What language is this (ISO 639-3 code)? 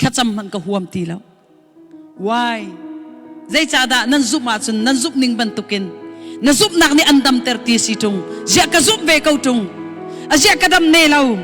cnh